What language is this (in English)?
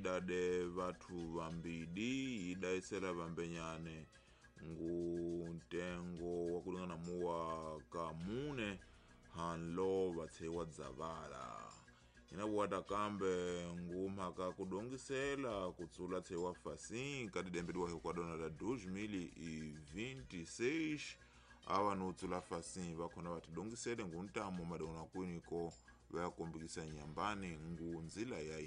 Tsonga